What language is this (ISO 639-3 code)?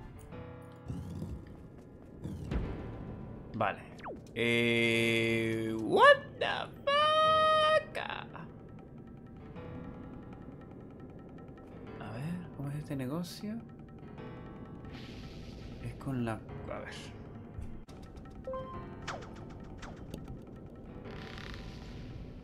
spa